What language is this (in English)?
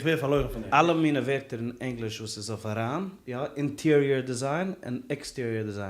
Yiddish